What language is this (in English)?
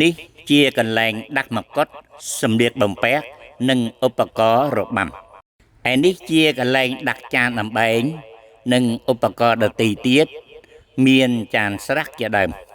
Khmer